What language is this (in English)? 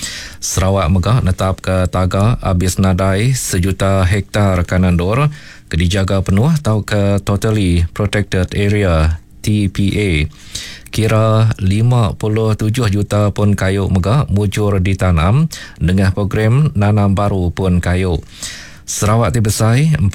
Iban